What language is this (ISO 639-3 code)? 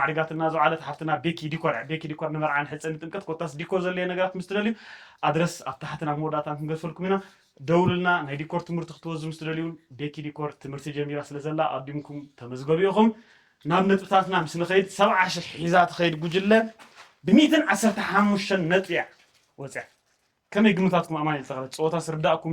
tir